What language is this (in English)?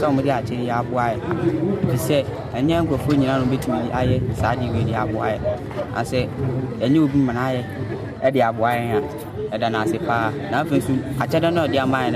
Akan